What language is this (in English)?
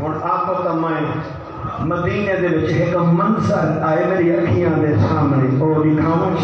Saraiki